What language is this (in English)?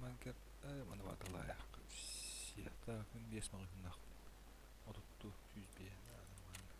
Yakut